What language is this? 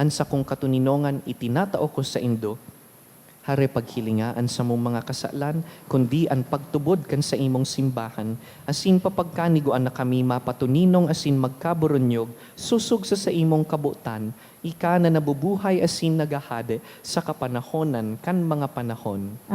Bikol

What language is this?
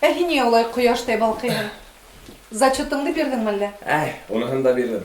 Bashkir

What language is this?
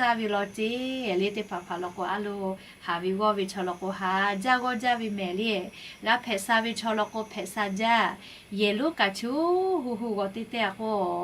Lahu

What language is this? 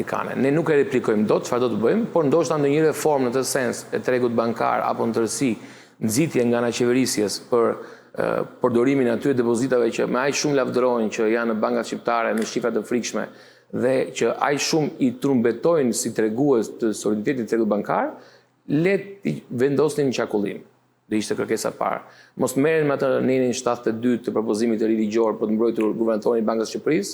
Albanian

